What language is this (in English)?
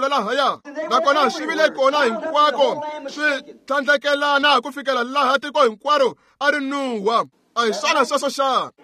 Tsonga